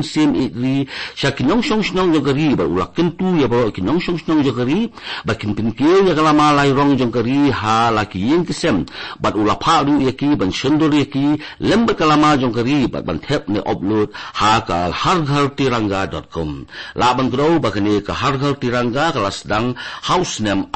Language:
Khasi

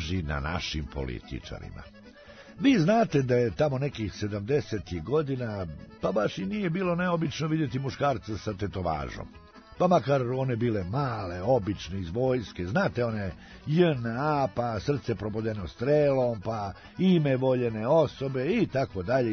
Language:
Serbian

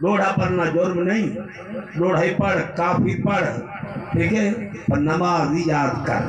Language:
Saraiki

